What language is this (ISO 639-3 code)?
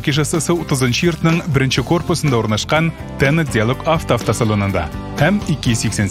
tat